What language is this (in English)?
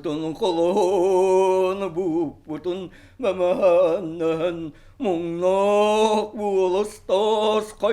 Yakut